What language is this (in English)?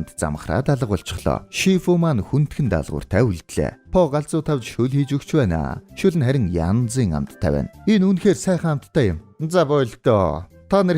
Mongolian